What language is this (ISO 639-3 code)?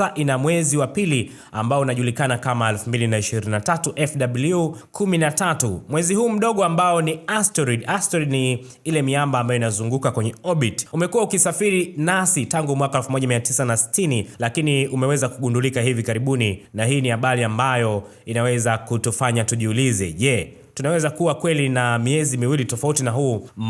swa